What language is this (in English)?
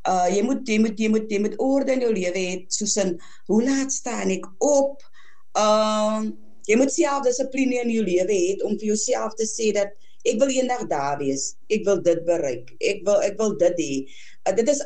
Afrikaans